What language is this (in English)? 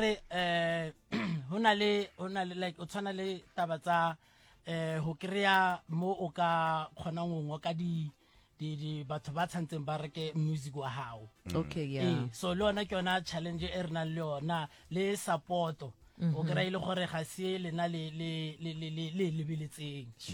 Northern Sotho